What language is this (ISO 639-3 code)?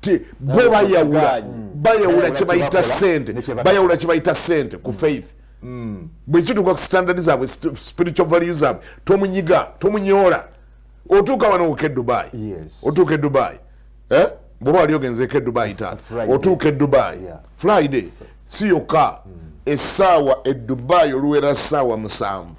lug